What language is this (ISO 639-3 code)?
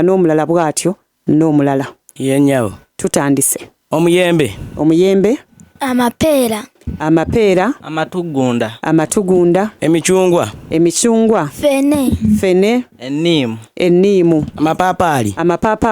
lug